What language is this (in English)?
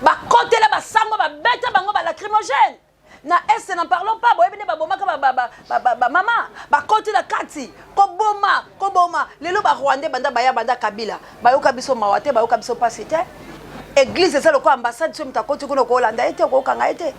Lingala